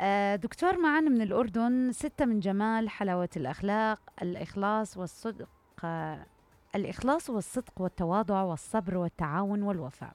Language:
Mesopotamian Arabic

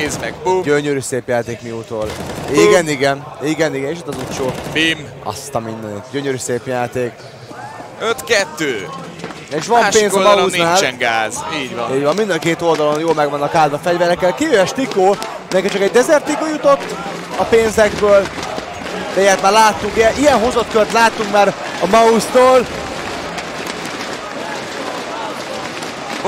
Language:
Hungarian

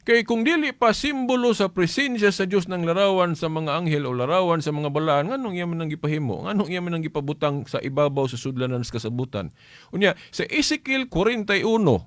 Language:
Cebuano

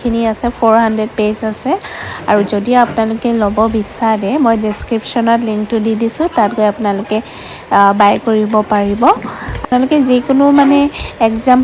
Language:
Assamese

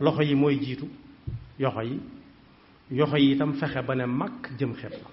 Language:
Wolof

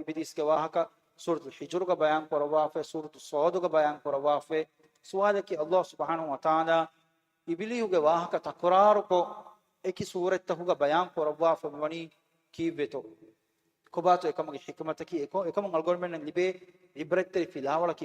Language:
Divehi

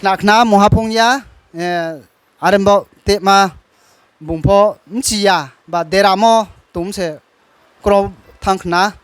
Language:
Riang (India)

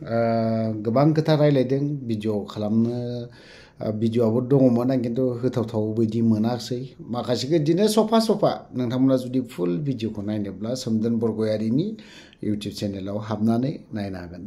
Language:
Bodo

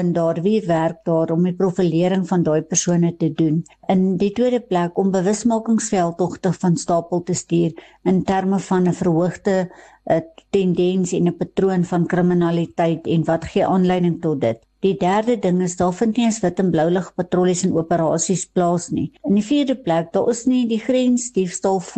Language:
Afrikaans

